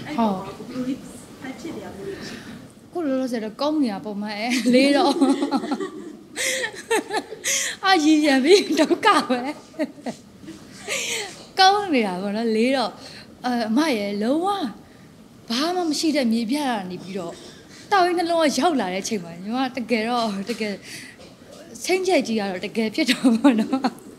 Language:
Burmese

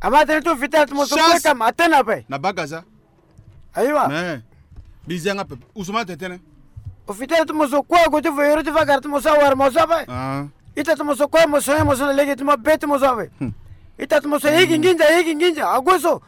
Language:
Sango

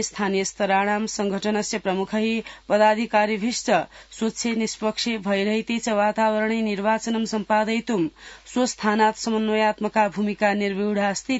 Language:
Sanskrit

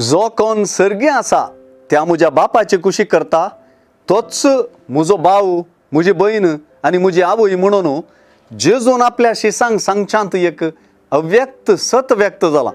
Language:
Konkani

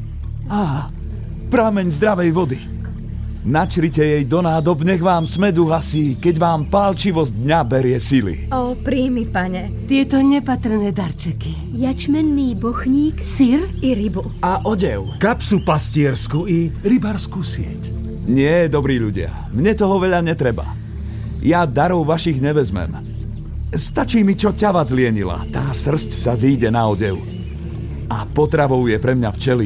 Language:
Slovak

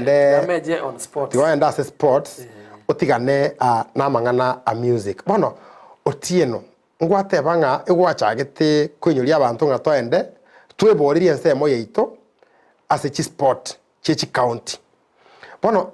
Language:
Gusii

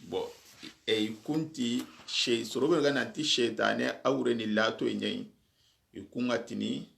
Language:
Soninke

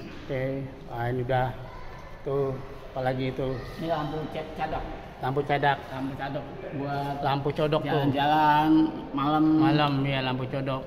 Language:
Betawi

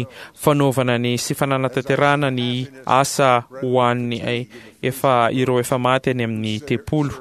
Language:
Malagasy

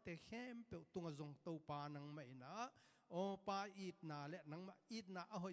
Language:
Tedim Chin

